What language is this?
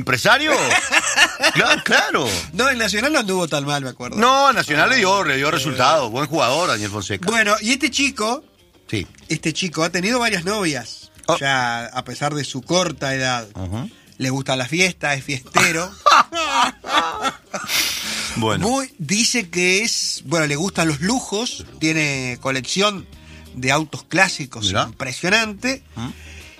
Spanish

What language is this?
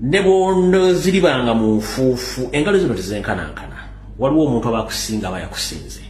Ganda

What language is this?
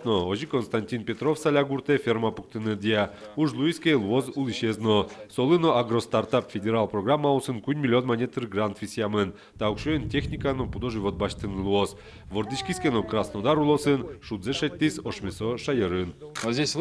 Udmurt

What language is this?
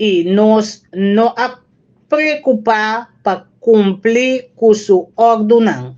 Papiamento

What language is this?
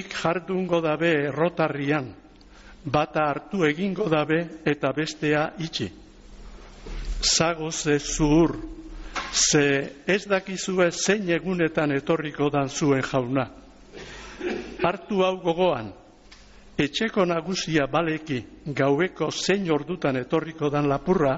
Basque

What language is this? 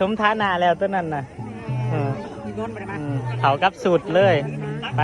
Northeastern Thai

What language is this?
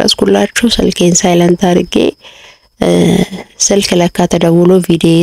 Amharic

